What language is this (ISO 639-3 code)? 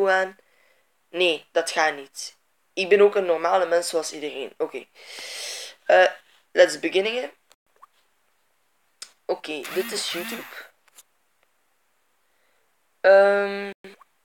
nld